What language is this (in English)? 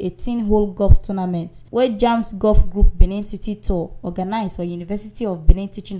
Nigerian Pidgin